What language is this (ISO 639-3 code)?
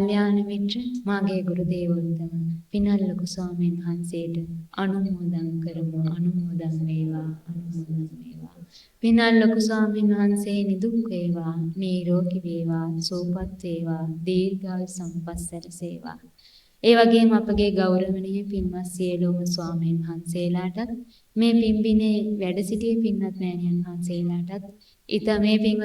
sin